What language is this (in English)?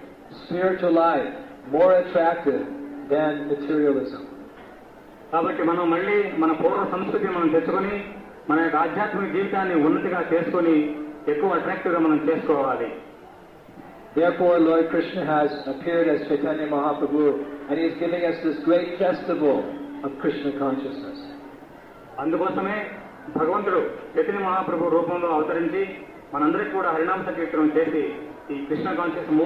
Telugu